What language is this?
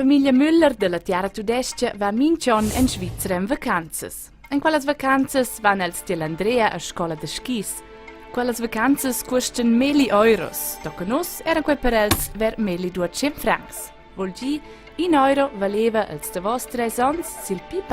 Romansh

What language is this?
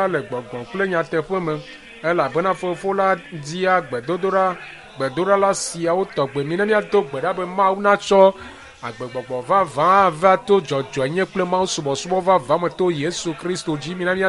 Ewe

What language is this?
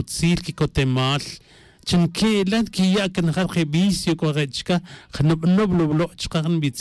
Tz'utujil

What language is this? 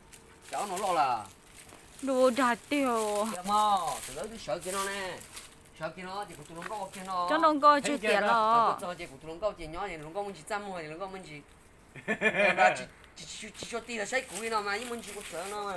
Vietnamese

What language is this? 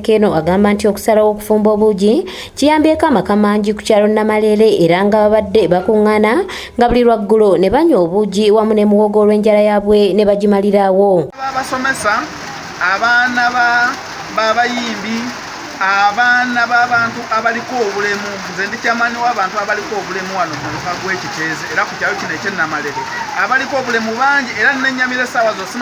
Ganda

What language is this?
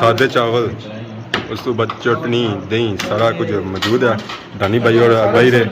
Pahari-Potwari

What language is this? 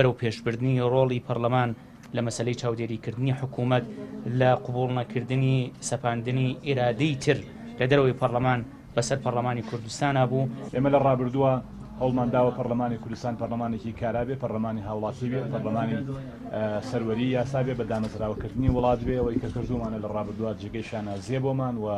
Central Kurdish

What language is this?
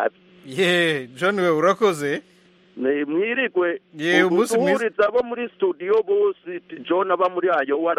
Kinyarwanda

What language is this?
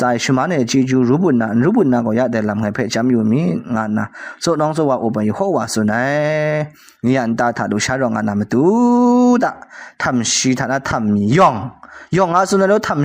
Kachin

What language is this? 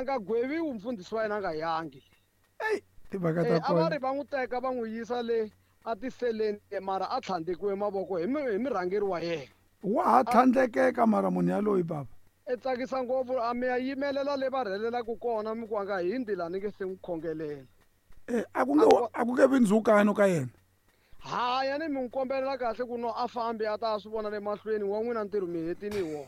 Tsonga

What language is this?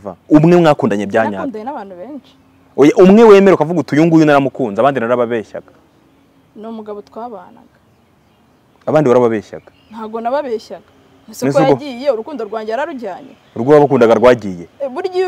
Kinyarwanda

